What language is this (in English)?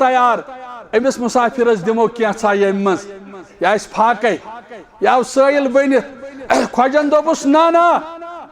Kashmiri